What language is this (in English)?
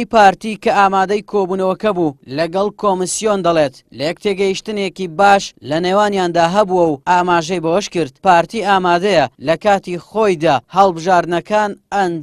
Central Kurdish